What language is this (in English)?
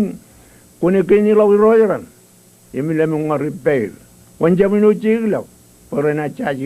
Marshallese